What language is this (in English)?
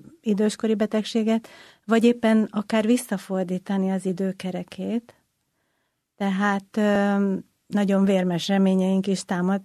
Hungarian